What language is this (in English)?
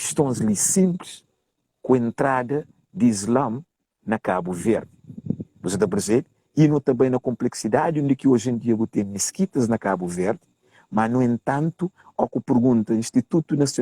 Kabuverdianu